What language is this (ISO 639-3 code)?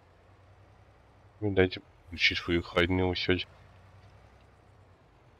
hun